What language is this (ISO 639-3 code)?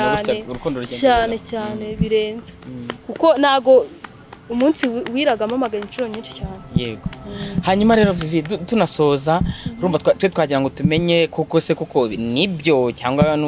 kin